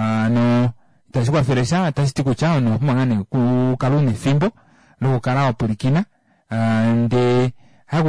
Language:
Kuanyama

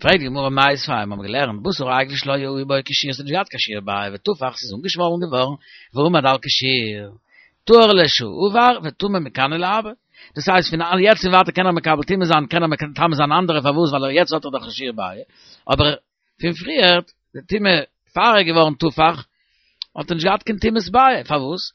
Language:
Yiddish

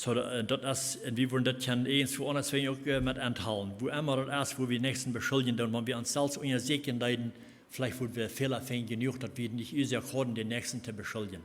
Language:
Plautdietsch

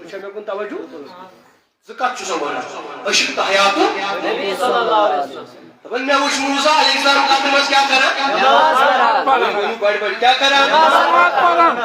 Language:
Kashmiri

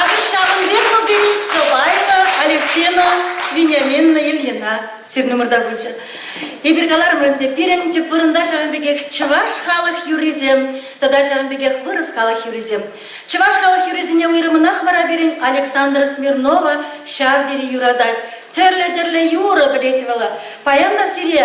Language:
Chuvash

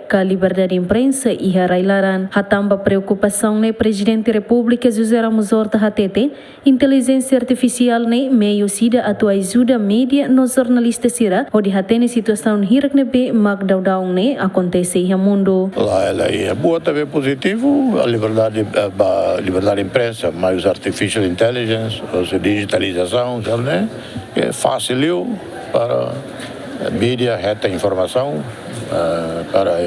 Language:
Tetum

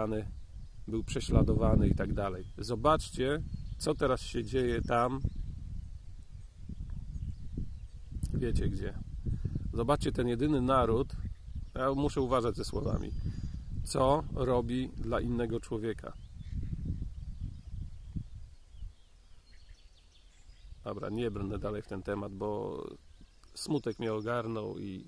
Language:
Polish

